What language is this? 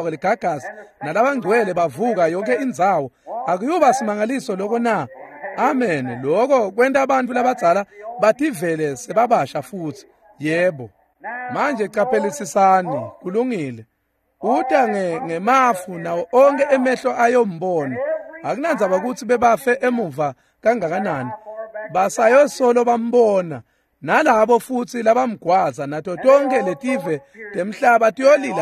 Swati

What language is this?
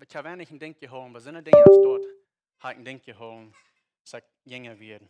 Plautdietsch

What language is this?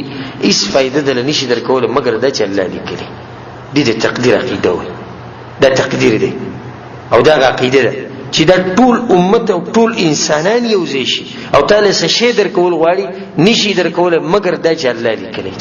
Pashto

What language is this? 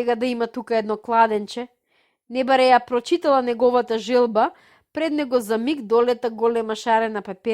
Macedonian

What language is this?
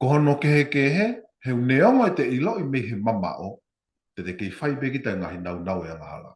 Tongan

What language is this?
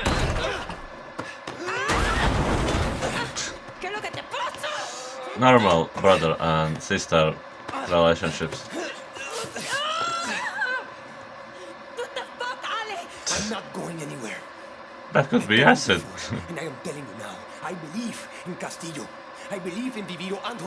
English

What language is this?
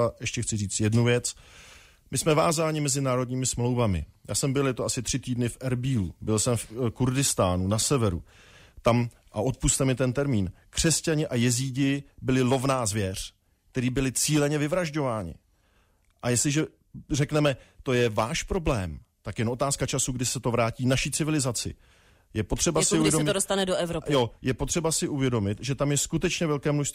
Czech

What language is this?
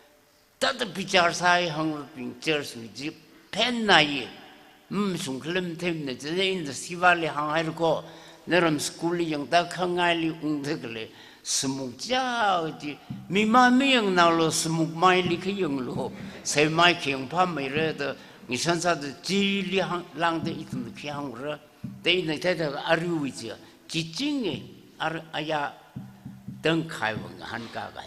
Tangkhul Naga (India)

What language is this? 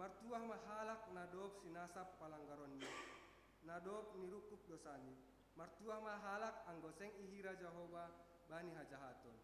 Batak Simalungun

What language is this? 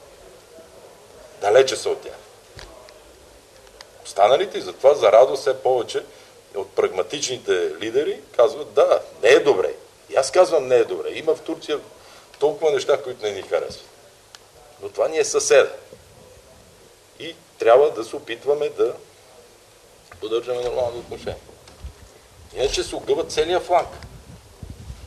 Bulgarian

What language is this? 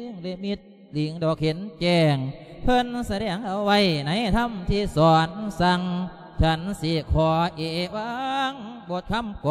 Lao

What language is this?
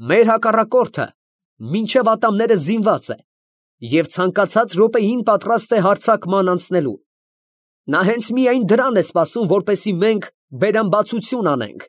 Armenian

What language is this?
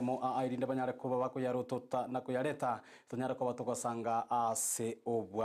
Gusii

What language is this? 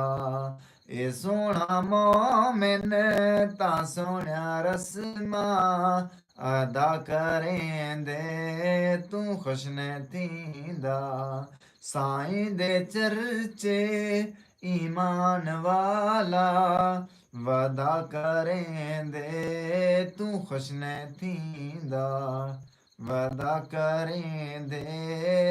Saraiki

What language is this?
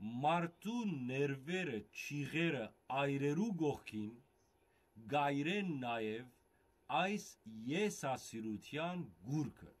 Western Armenian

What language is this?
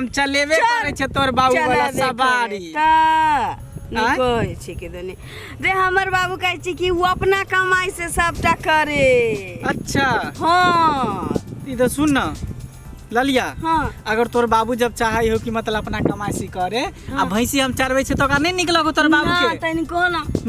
Maithili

